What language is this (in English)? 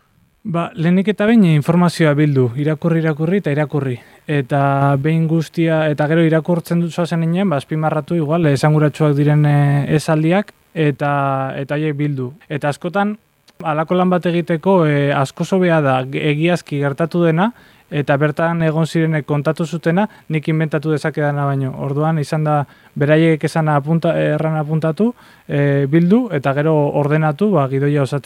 Basque